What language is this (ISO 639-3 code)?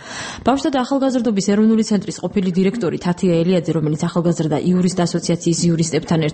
kat